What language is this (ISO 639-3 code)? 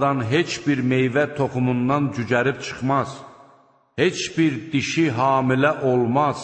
aze